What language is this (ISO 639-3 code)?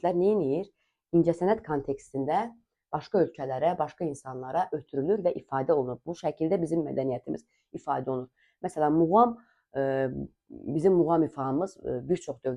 aze